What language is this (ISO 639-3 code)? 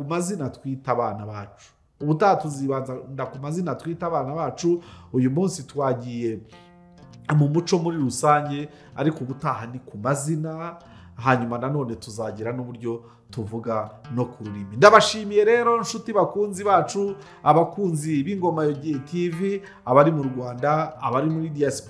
kin